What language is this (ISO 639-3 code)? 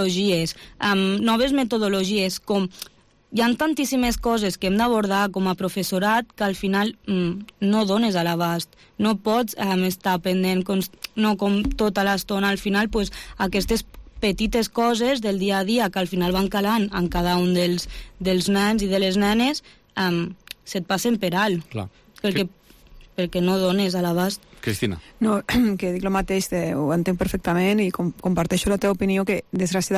cat